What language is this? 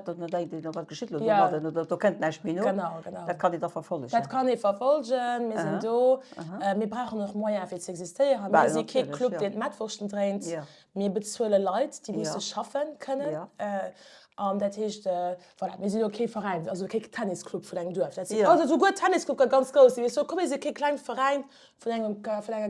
Luxembourgish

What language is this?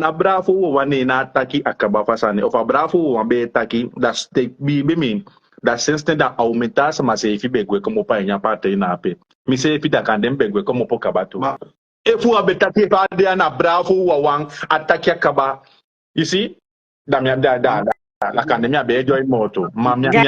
Sranan Tongo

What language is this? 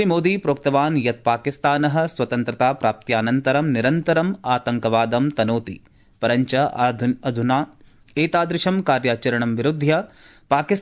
Sanskrit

